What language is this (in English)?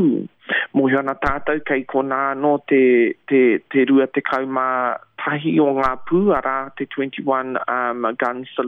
Māori